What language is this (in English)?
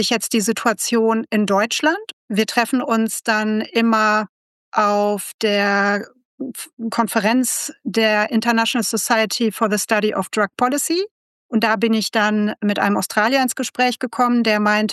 German